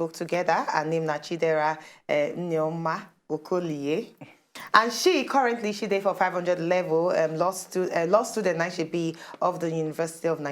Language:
Nigerian Pidgin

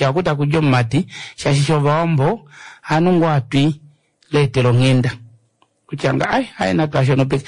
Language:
Kuanyama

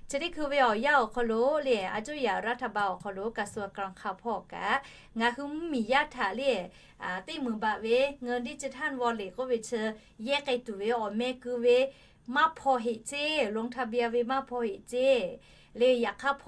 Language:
Lahu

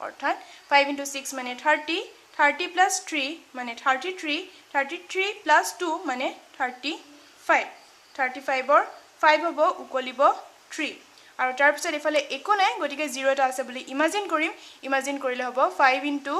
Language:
Assamese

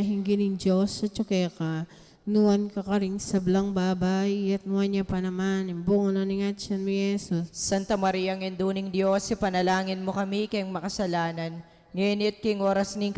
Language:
Pampanga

